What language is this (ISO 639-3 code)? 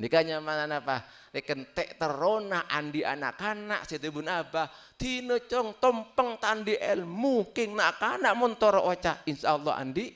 mad